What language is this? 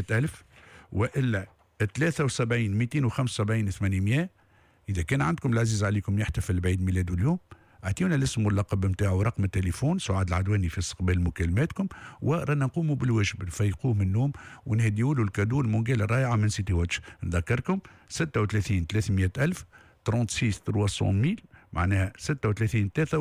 Tunisian Arabic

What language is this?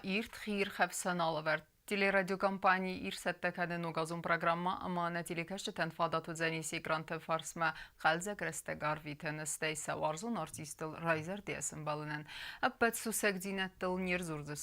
Ossetic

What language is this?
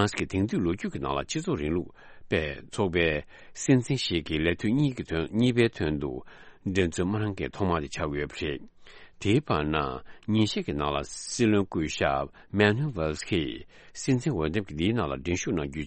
Tibetan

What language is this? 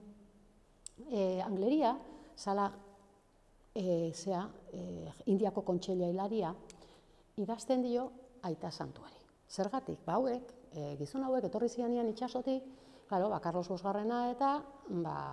Basque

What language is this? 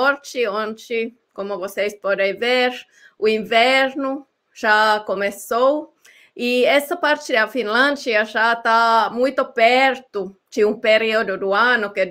Portuguese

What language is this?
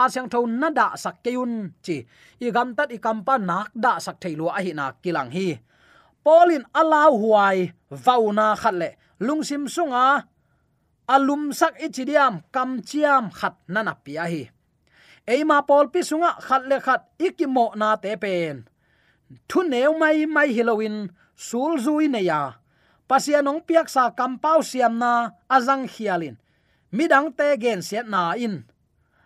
Tedim Chin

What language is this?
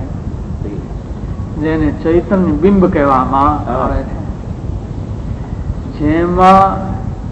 Gujarati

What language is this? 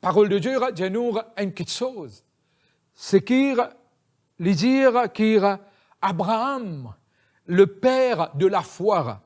Morisyen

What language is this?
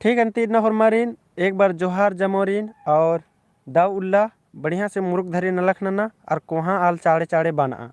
Kurukh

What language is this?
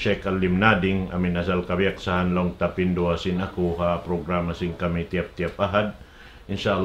Tausug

